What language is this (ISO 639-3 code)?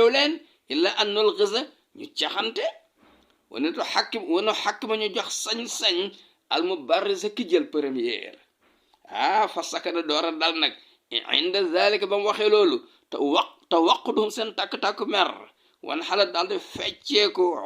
wol